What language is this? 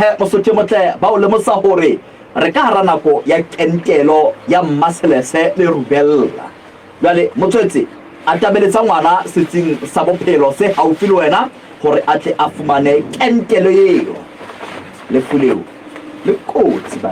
Southern Sotho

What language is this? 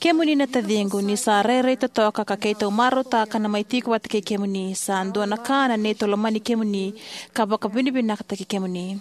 Fijian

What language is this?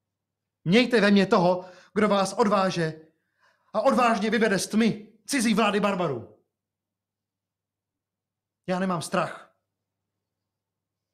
Czech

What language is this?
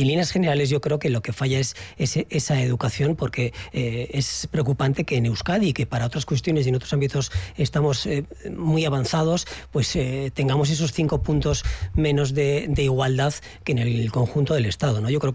Spanish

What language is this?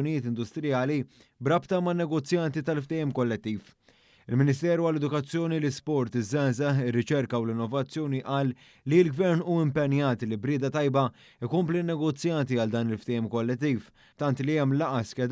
Maltese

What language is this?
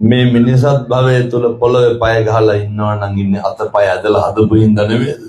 Sinhala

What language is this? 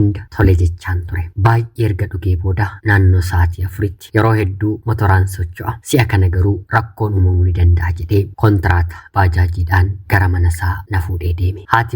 Oromo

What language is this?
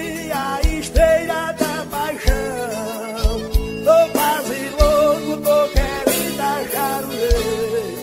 Portuguese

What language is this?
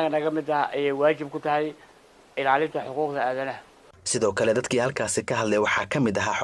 Somali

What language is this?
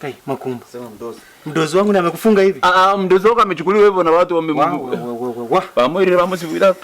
Gusii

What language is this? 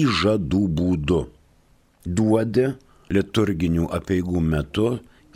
Lithuanian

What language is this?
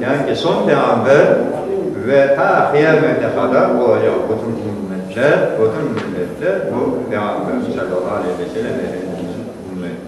Crimean Tatar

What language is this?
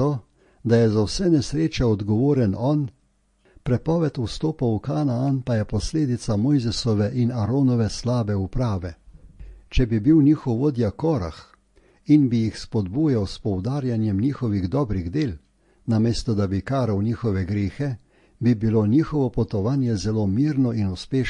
Slovenian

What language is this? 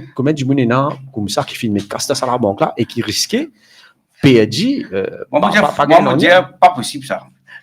Morisyen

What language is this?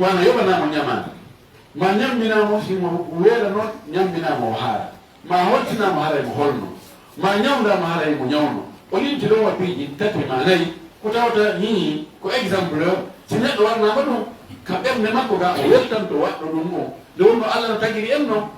Fula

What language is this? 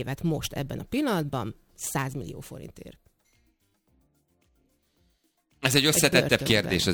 Hungarian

